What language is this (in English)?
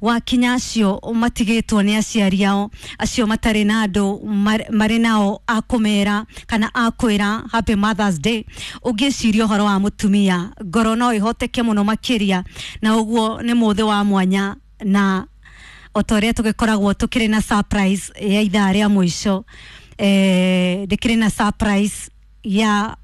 Kikuyu